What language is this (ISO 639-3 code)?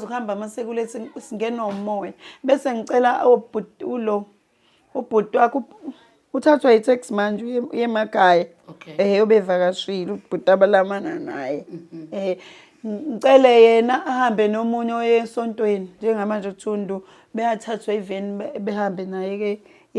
zul